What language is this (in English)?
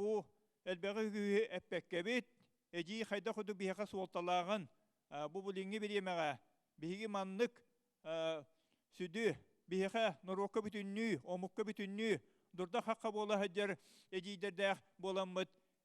Yakut